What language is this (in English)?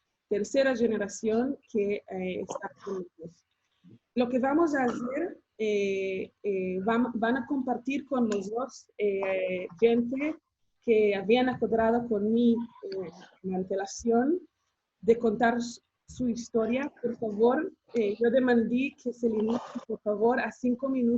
Ladino